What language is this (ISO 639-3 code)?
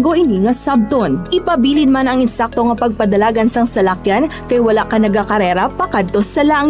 hil